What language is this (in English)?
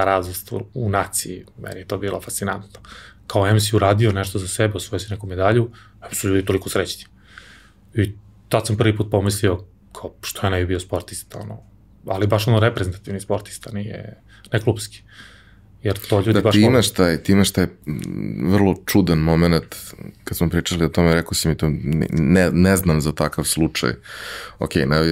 Serbian